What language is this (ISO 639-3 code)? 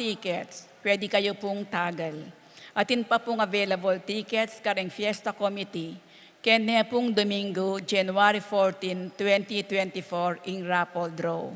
pam